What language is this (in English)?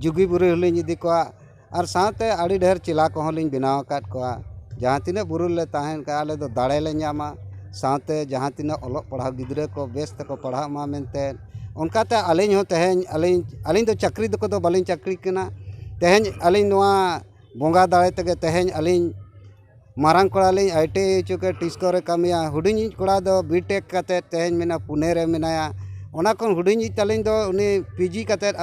Santali